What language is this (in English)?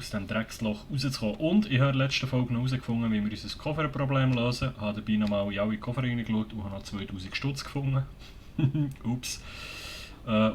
Swiss German